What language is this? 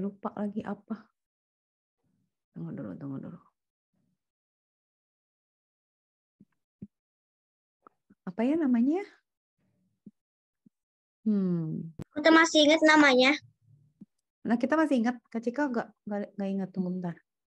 Indonesian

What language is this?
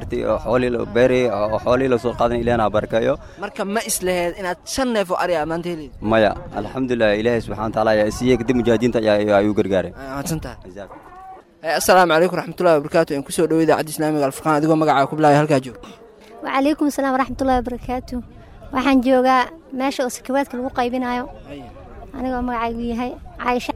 Somali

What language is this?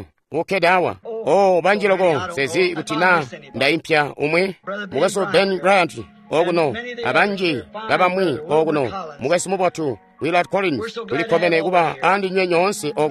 Tonga (Zambia)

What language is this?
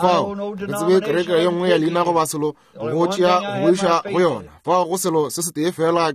Northern Sotho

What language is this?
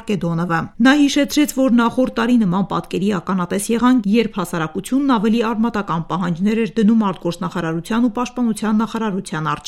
Armenian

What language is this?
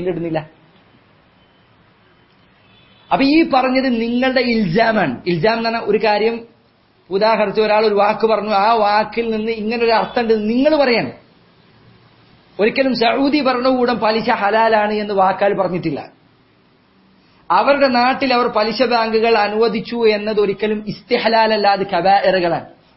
Malayalam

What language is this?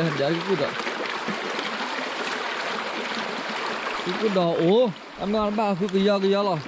S'gaw Karen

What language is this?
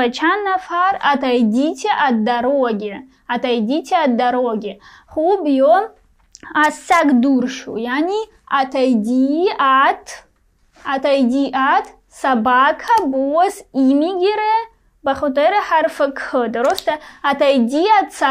Persian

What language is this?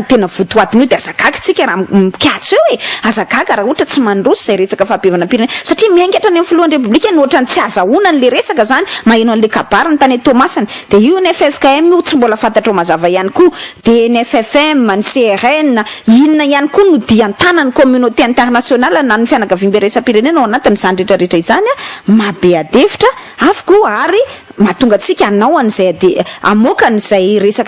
Malagasy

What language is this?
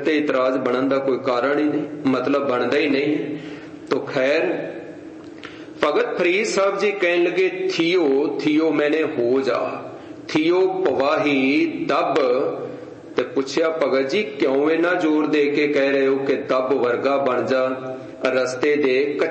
Punjabi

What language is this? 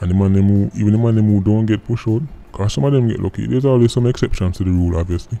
Jamaican Creole English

